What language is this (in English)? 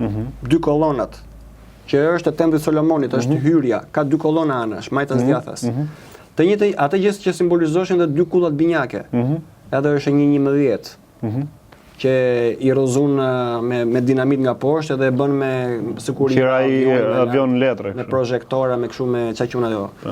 Albanian